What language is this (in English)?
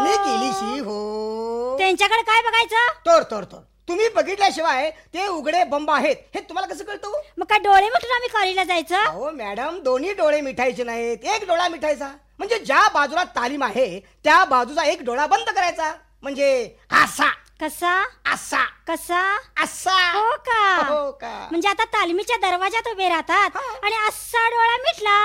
Marathi